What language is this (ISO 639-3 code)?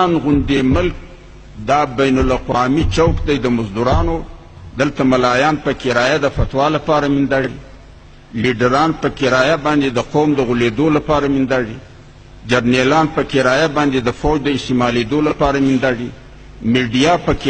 pus